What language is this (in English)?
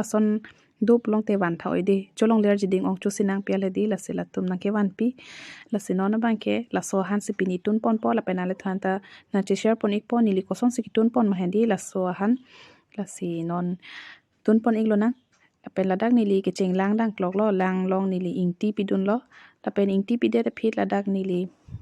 Karbi